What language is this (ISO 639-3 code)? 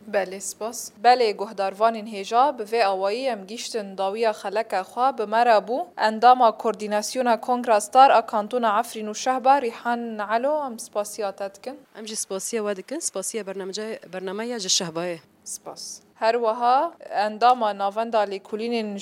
kur